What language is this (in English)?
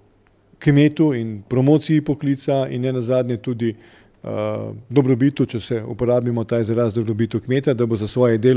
Slovenian